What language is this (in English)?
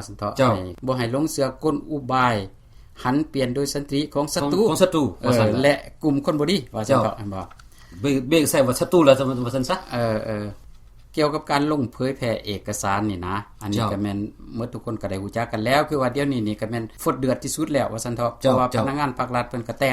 Lao